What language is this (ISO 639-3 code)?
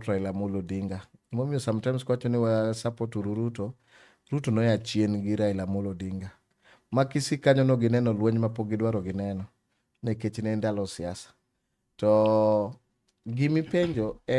luo